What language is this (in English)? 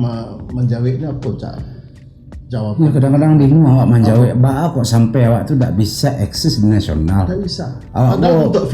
Minangkabau